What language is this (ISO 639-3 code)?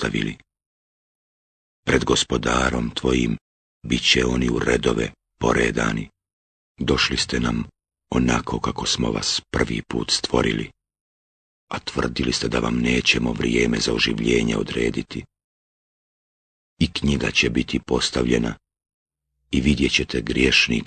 bos